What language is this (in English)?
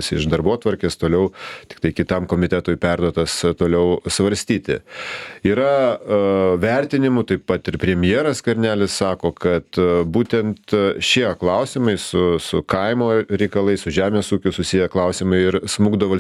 Lithuanian